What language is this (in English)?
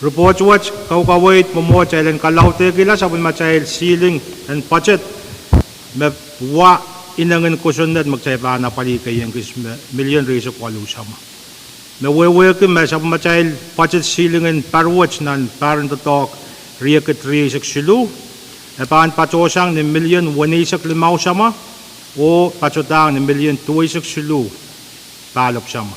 Pohnpeian